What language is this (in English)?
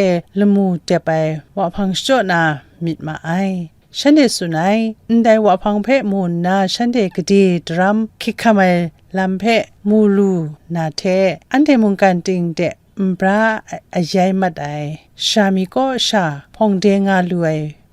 Kachin